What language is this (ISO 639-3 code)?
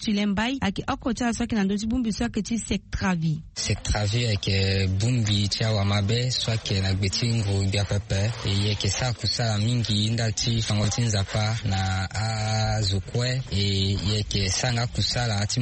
sag